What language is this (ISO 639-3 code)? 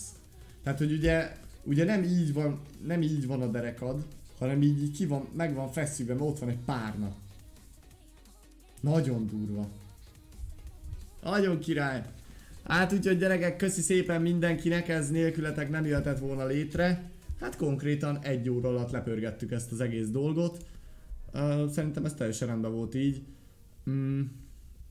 hun